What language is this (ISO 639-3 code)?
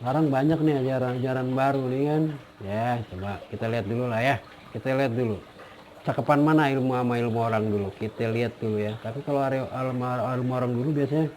bew